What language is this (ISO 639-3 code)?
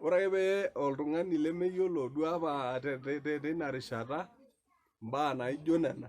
mas